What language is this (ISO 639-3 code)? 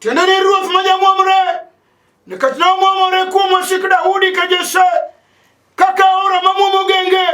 luo